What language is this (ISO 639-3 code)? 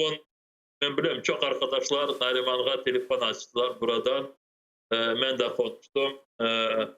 crh